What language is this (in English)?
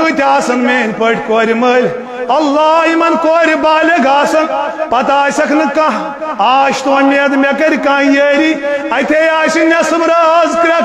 Kashmiri